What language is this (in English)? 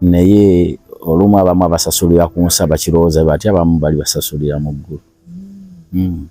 Ganda